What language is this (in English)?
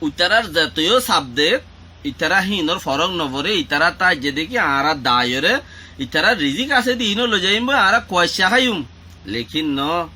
Rohingya